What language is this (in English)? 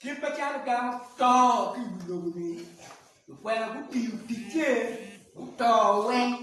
Acoli